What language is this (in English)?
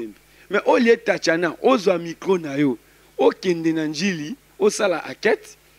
Lingala